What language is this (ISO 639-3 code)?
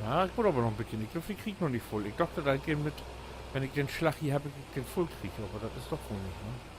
nds